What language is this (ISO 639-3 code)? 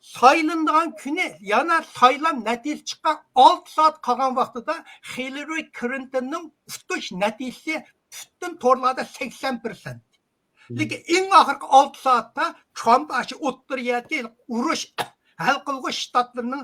uig